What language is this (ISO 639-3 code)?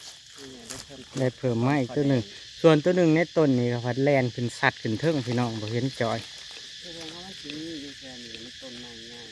tts